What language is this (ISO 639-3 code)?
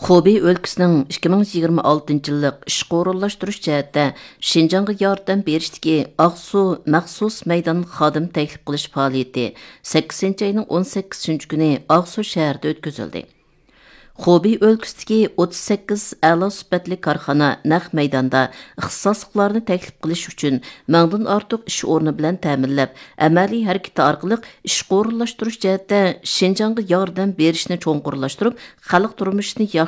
uig